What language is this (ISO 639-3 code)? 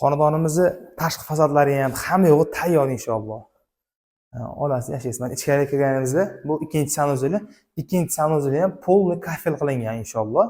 uzb